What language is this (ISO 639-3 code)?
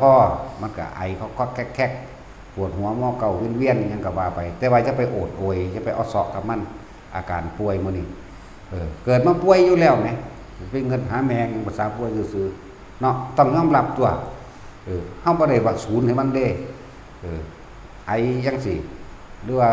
tts